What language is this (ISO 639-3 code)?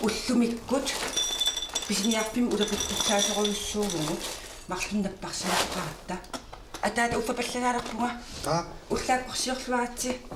kal